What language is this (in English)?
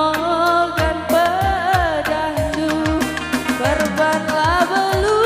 Batak Karo